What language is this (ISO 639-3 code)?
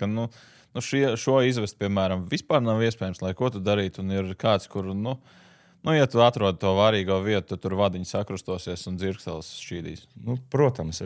lav